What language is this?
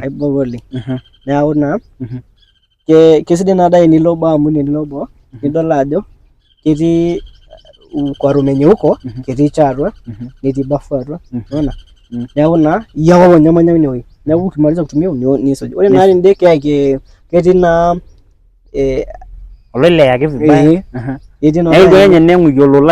Masai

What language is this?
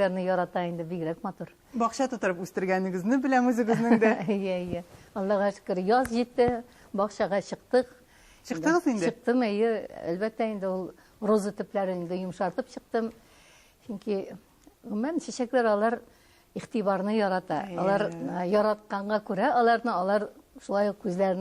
Tatar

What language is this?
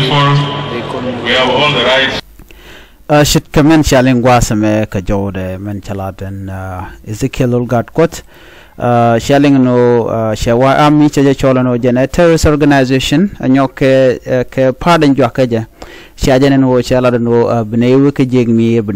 Nuer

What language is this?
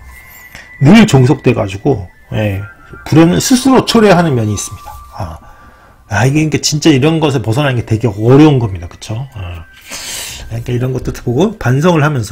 Korean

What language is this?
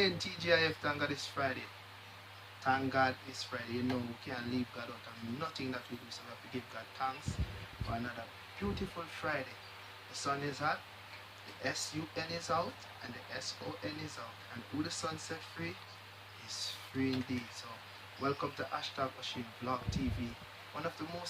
Jamaican Creole English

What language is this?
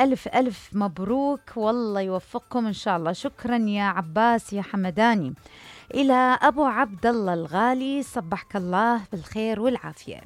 Mesopotamian Arabic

